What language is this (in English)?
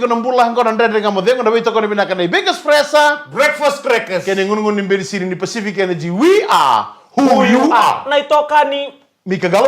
Fijian